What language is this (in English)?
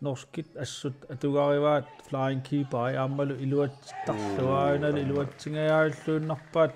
Kalaallisut